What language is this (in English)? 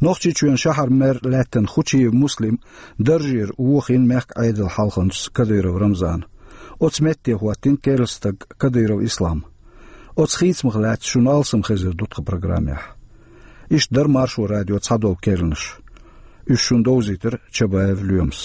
Chechen